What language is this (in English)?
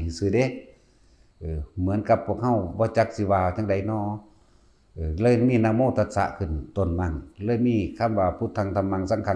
Northeastern Thai